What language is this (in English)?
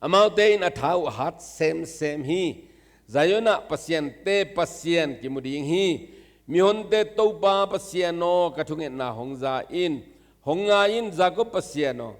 Tedim Chin